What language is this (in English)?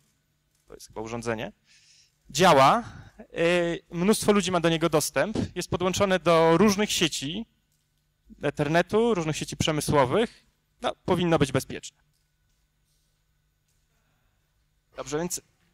Polish